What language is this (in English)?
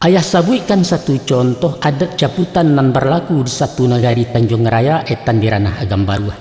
Minangkabau